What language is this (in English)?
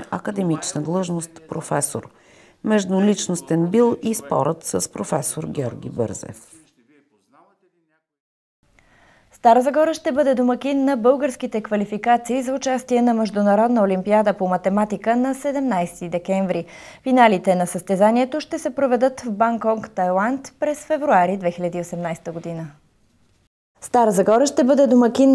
Bulgarian